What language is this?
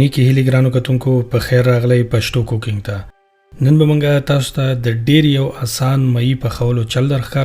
Pashto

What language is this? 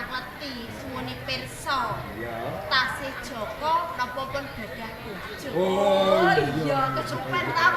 Javanese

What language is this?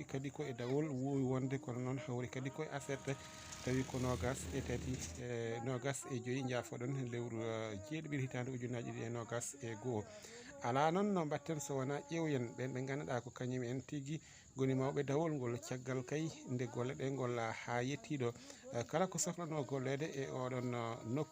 Fula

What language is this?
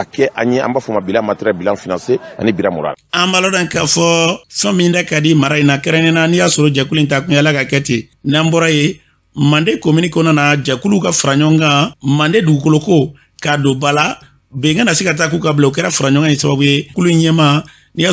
Bambara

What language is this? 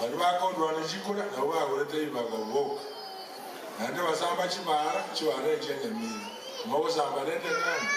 Gusii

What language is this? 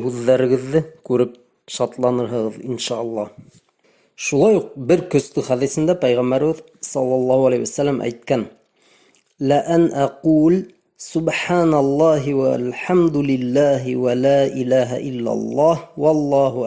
Bashkir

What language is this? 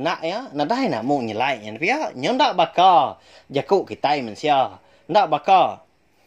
Iban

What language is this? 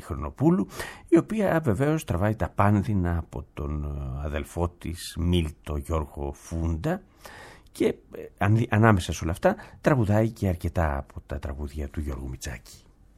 Greek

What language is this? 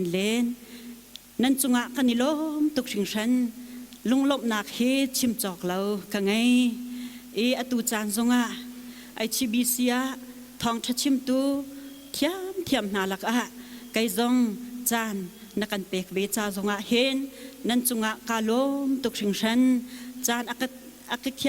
Hakha Chin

